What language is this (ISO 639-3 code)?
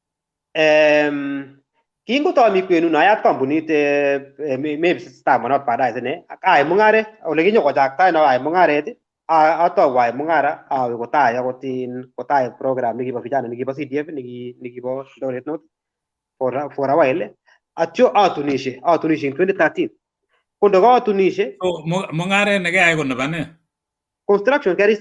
kln